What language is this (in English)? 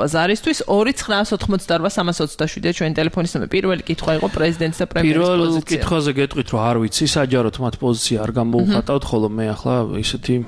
Georgian